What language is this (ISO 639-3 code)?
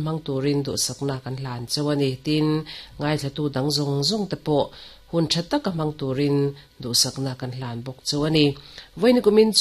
lus